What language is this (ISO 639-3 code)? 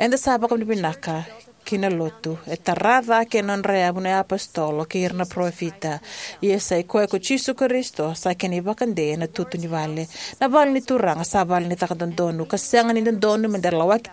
fij